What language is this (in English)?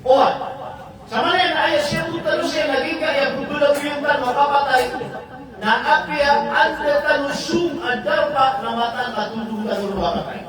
Maranao